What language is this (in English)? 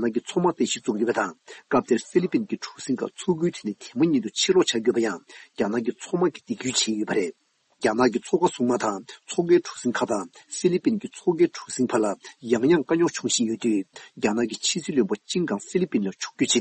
Tibetan